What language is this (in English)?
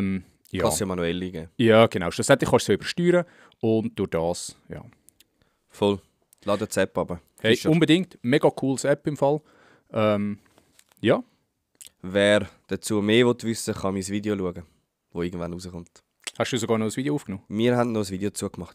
Swiss German